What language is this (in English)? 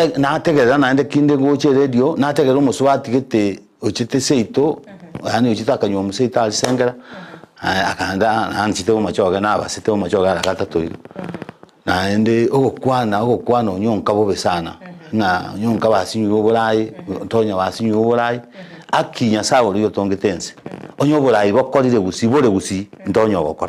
Gusii